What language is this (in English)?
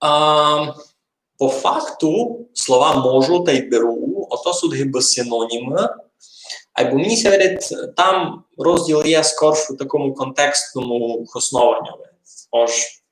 Rusyn